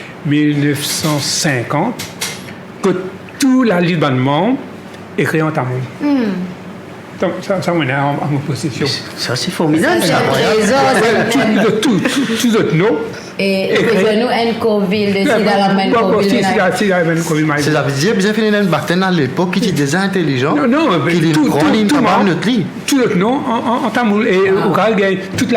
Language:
Morisyen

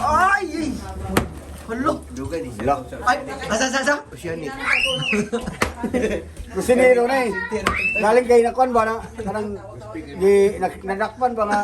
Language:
Cebuano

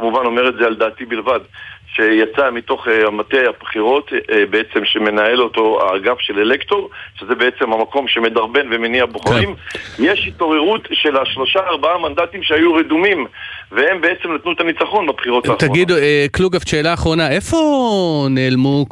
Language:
Hebrew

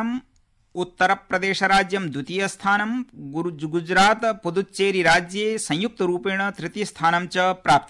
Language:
Sanskrit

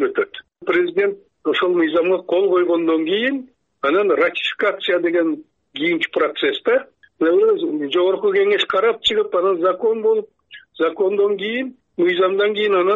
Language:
Kyrgyz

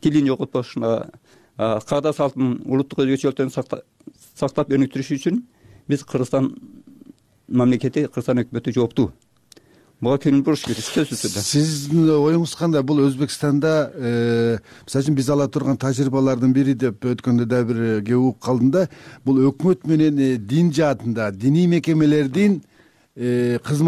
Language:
Kyrgyz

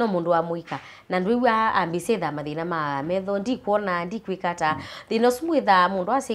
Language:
Kamba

